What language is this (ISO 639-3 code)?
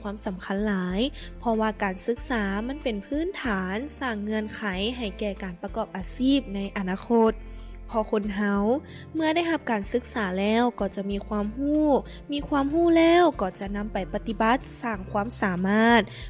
lao